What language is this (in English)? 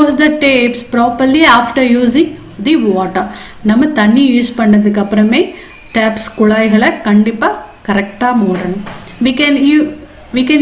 Tamil